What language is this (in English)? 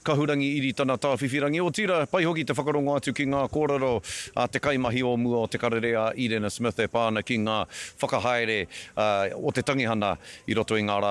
Māori